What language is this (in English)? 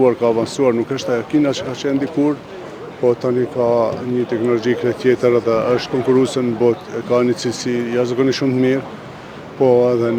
Albanian